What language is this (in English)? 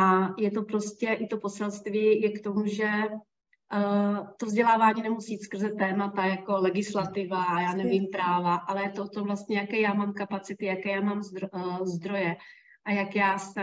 Czech